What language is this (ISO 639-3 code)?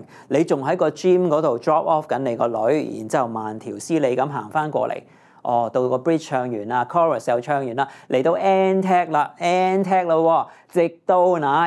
yue